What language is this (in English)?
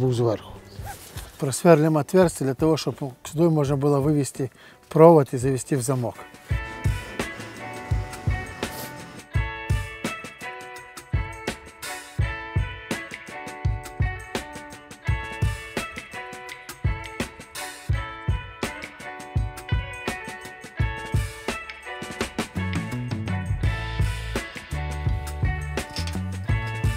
Ukrainian